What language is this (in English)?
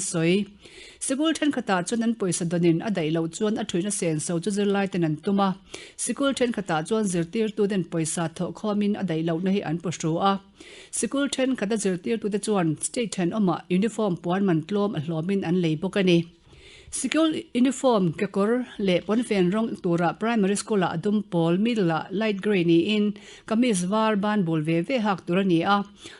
Mizo